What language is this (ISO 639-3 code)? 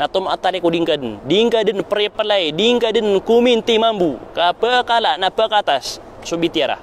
mrw